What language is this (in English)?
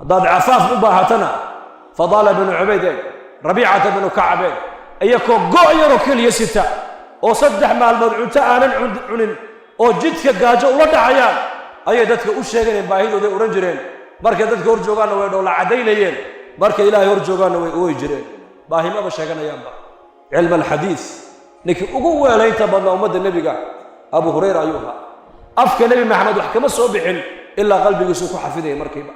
Somali